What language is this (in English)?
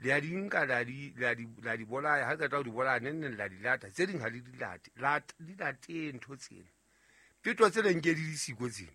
Southern Sotho